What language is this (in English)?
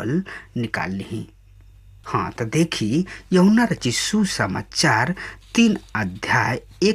Bhojpuri